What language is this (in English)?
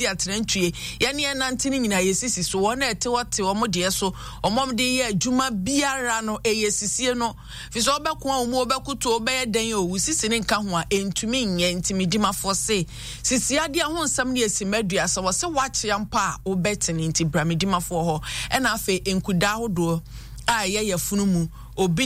Akan